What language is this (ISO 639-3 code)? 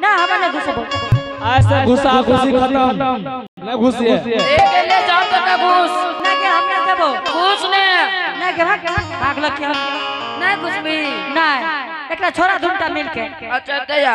anp